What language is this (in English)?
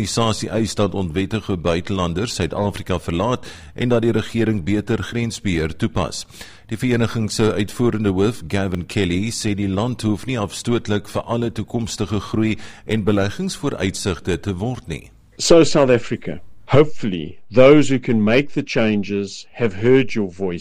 Afrikaans